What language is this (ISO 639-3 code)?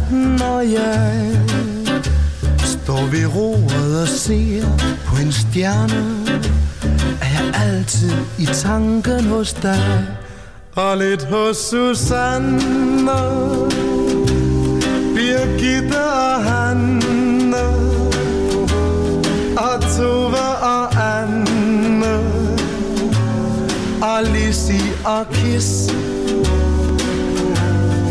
dan